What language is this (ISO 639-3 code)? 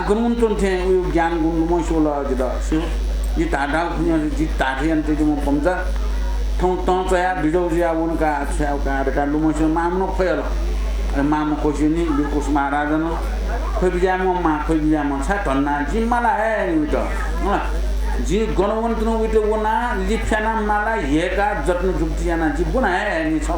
new